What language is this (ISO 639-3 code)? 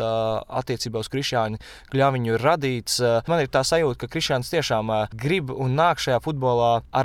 lav